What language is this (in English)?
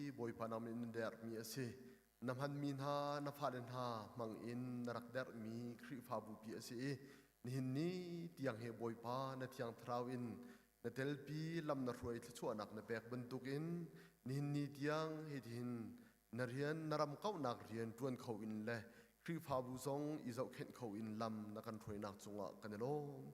Hakha Chin